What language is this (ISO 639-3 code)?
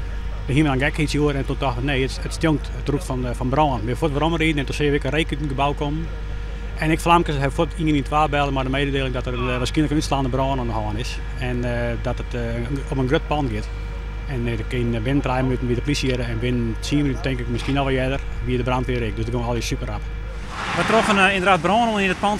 fry